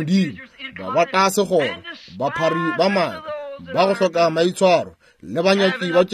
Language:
Northern Sotho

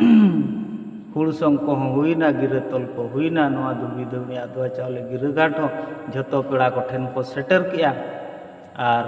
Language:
Santali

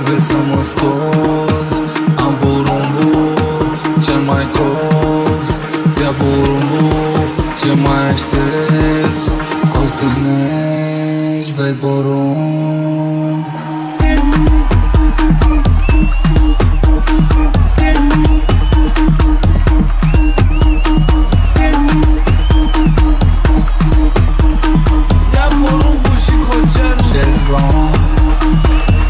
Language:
Romanian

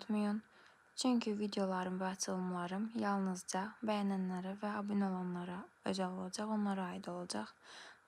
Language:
Azerbaijani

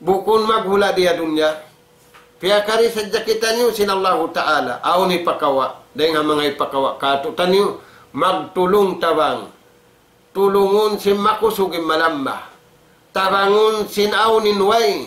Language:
Tausug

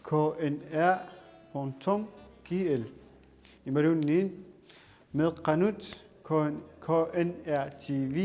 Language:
Kalaallisut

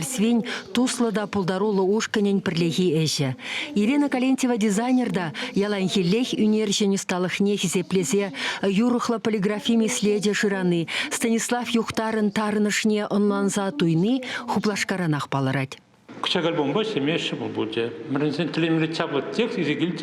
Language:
Chuvash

